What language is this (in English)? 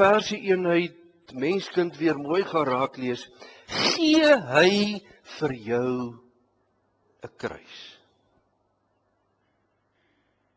Afrikaans